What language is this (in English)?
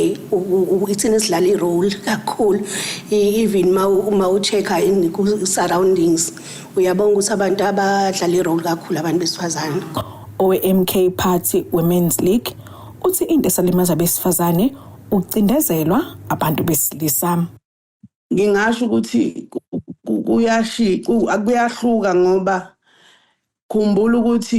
Zulu